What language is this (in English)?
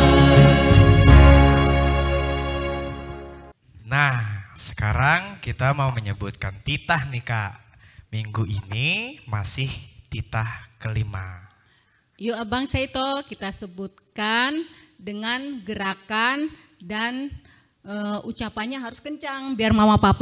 Indonesian